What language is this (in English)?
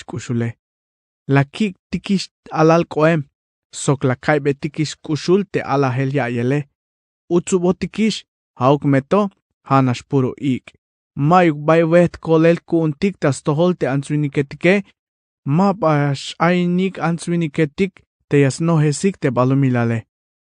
Tzeltal